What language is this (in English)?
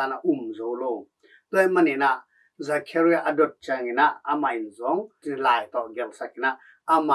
Tedim Chin